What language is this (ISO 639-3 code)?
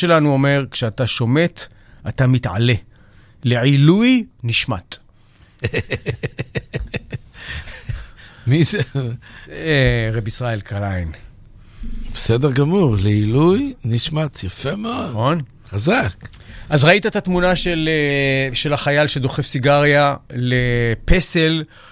heb